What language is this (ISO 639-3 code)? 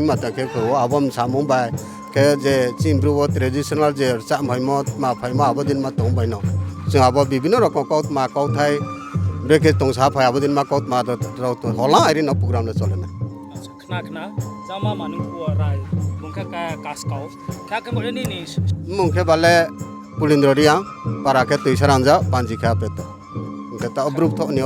ria